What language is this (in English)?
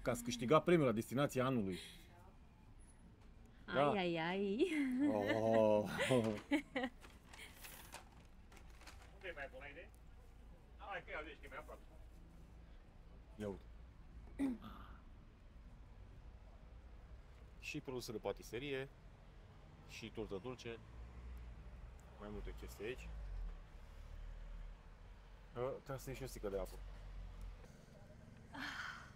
Romanian